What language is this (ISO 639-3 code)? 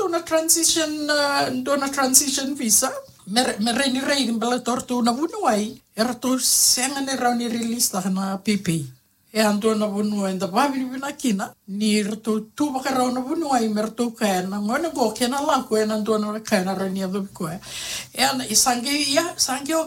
fij